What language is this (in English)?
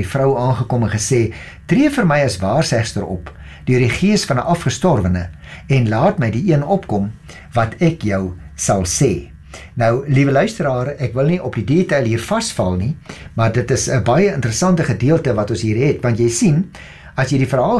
Afrikaans